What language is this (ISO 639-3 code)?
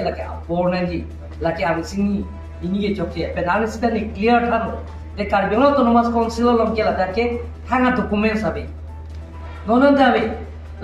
mjw